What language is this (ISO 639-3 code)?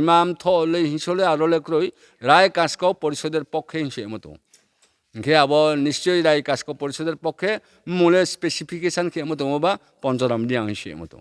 ria